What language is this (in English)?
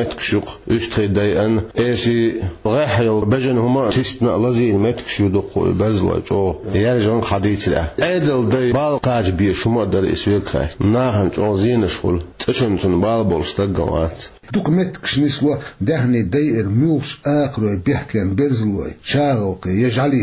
Chechen